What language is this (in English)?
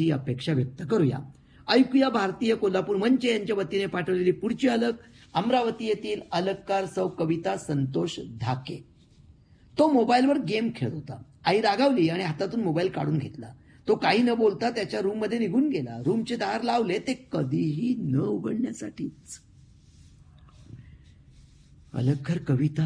Marathi